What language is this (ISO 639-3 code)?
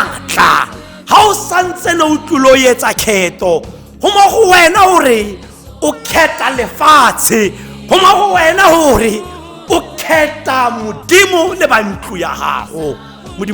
tsn